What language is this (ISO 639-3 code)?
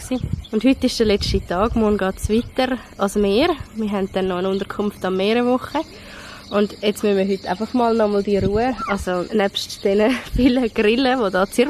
gsw